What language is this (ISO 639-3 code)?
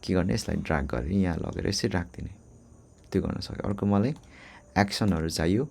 nep